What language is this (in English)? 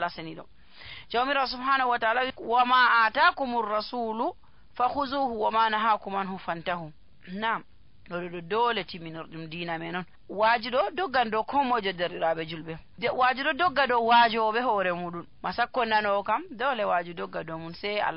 Nigerian Fulfulde